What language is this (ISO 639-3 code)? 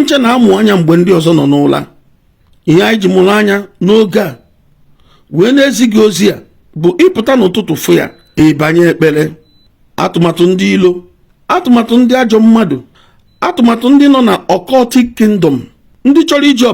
ibo